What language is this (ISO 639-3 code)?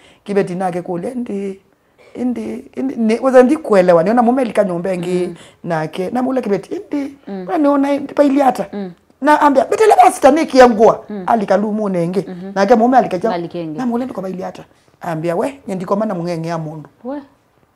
kam